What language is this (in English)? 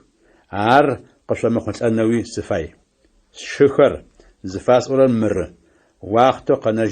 Adyghe